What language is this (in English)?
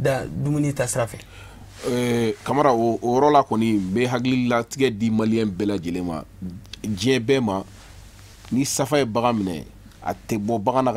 Bambara